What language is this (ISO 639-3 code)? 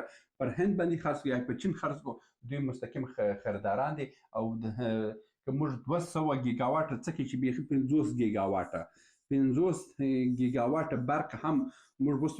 pus